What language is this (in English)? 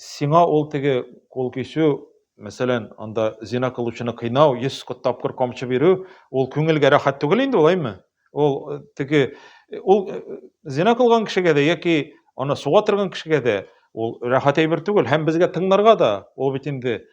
Tatar